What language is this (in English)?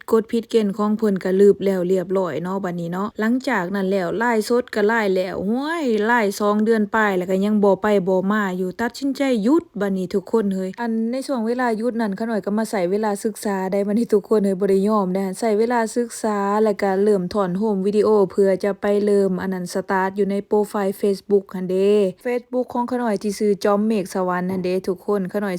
Lao